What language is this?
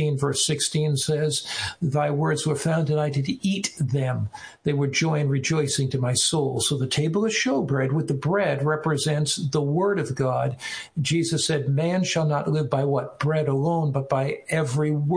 English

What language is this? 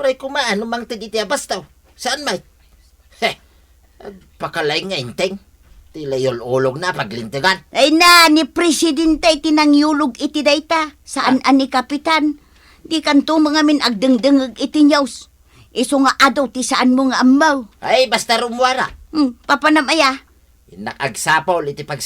Iloko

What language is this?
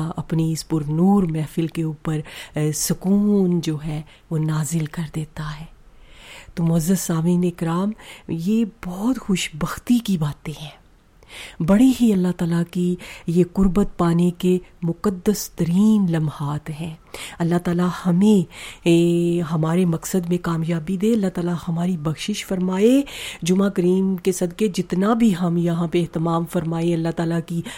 Urdu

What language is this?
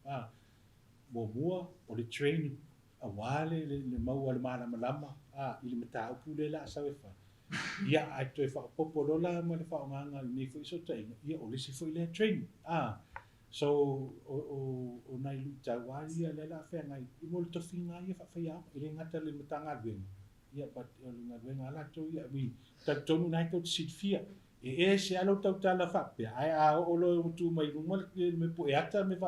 Samoan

